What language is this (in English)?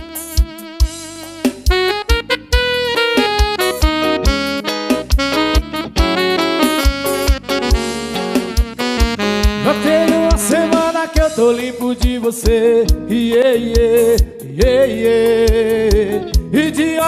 Portuguese